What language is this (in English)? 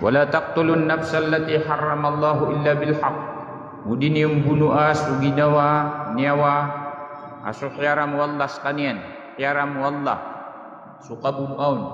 Maranao